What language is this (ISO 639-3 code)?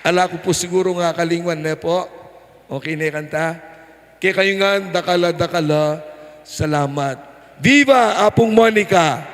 pam